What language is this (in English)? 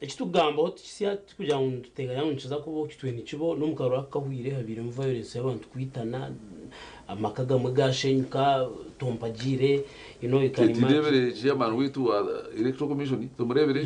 Nyankole